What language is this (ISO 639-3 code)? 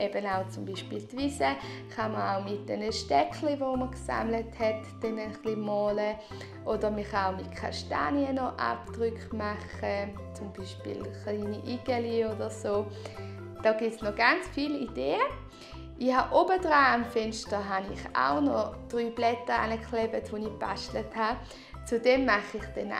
gsw